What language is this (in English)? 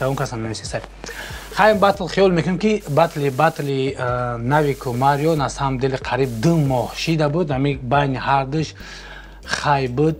Tajik